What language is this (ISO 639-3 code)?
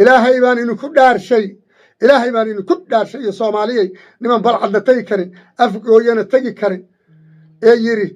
som